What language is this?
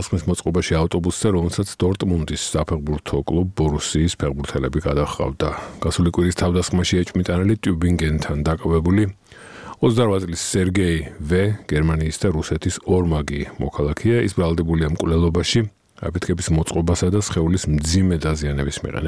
Georgian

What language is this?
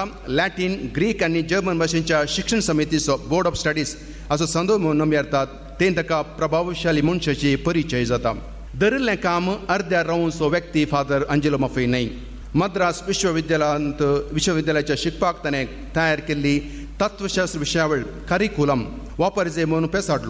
Konkani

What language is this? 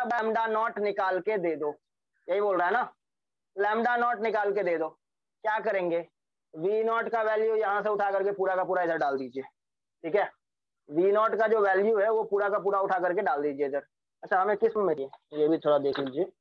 Hindi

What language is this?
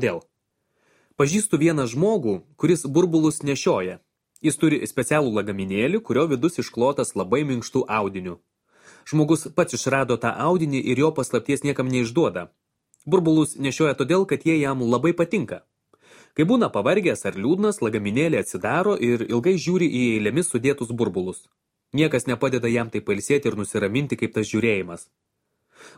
Lithuanian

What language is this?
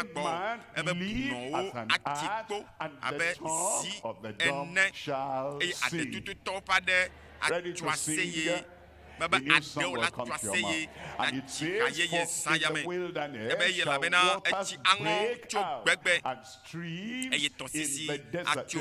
Ewe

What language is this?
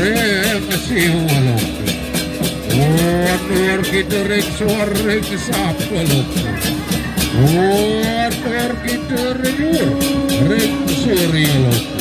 Balinese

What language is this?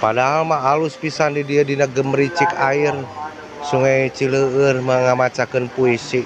Sundanese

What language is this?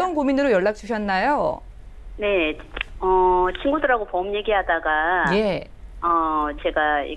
Korean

